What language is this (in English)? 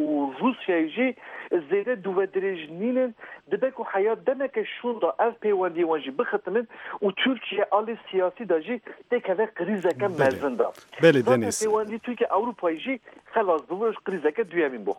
Kurdish